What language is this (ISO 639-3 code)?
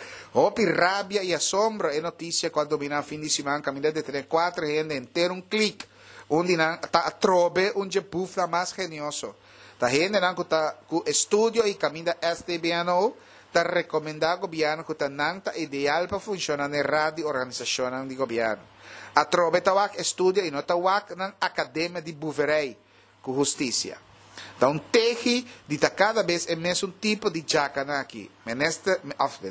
pap